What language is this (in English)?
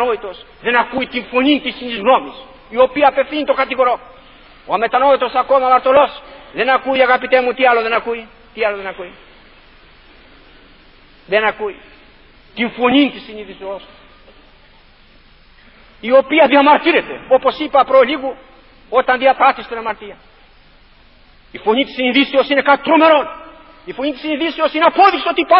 Greek